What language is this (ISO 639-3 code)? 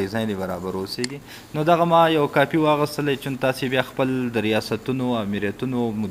pus